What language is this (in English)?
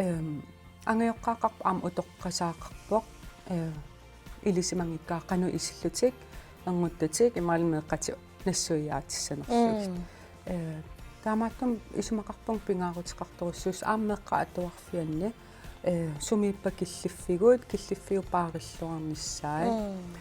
Kalaallisut